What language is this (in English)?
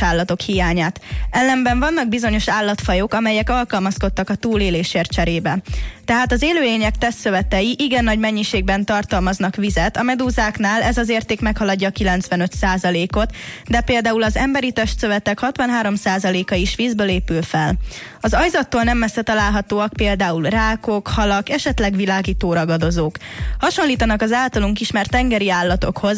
Hungarian